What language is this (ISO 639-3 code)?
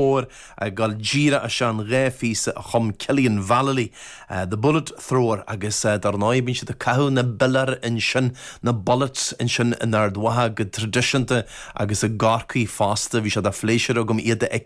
gle